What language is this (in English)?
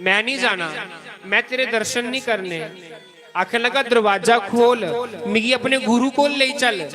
Dogri